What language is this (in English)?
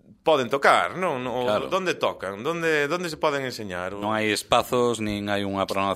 Galician